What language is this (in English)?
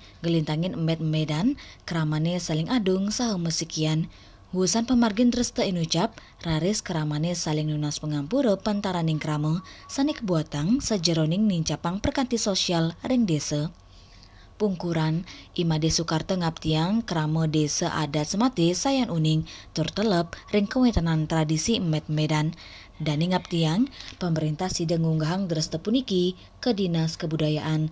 Balinese